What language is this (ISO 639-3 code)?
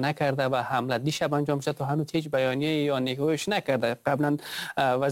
fas